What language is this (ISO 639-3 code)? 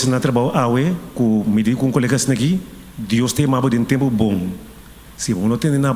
pap